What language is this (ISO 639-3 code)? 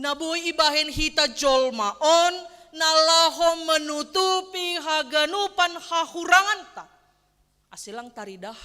bts